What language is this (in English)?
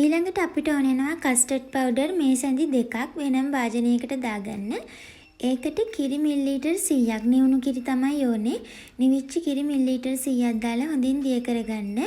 Sinhala